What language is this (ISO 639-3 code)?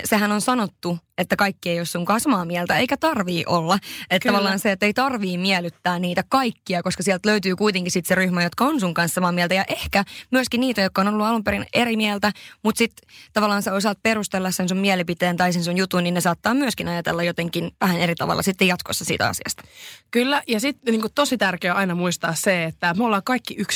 fin